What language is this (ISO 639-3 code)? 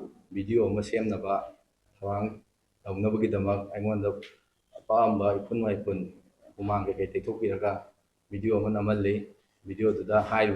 mni